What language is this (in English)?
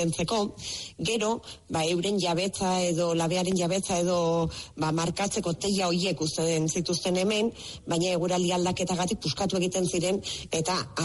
Basque